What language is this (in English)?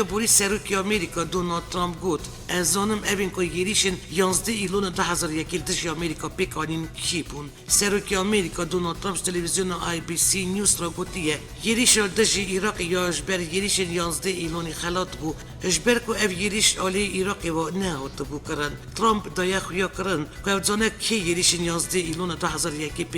Kurdish